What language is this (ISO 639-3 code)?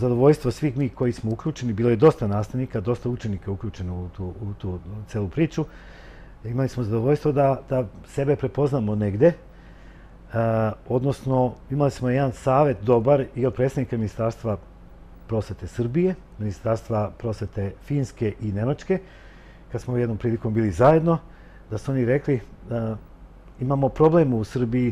srp